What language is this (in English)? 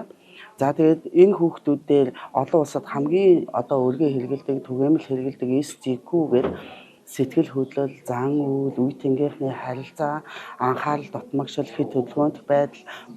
Mongolian